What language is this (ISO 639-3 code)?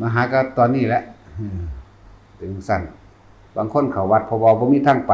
tts